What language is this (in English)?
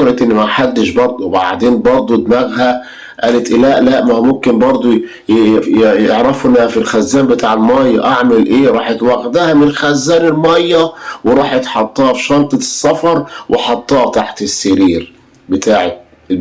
Egyptian Arabic